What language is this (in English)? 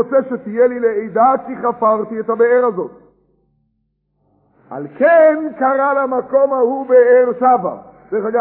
Hebrew